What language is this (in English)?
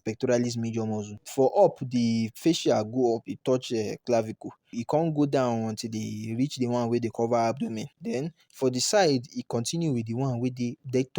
Nigerian Pidgin